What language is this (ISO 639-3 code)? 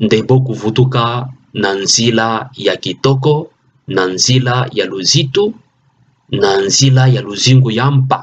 ktu